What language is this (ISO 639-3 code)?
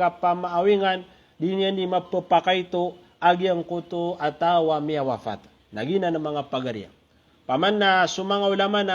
mrw